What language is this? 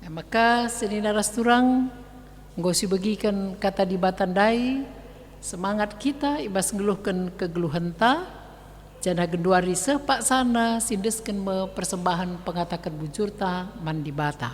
Batak Karo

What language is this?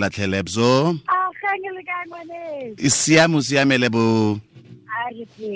Tswana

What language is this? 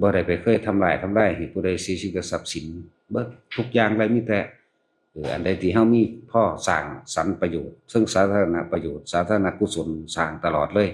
Northeastern Thai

